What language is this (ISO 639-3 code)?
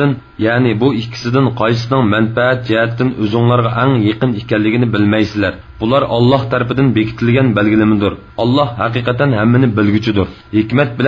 uig